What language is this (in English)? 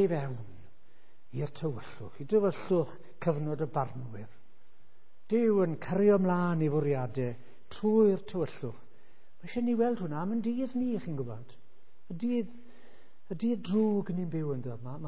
Welsh